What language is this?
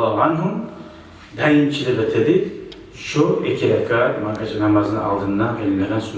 Kumyk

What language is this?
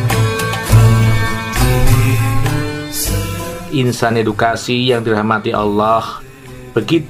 Indonesian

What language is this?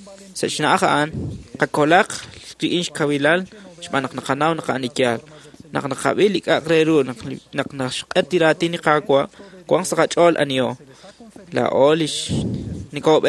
Kekchí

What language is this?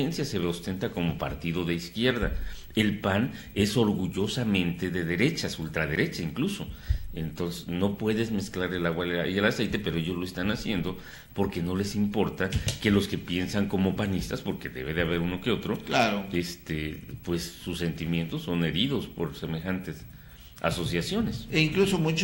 Spanish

